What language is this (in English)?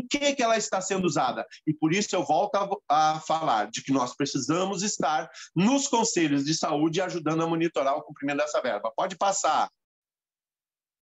Portuguese